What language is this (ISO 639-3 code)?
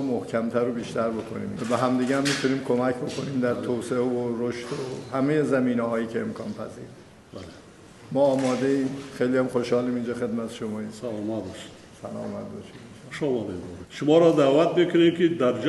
tgk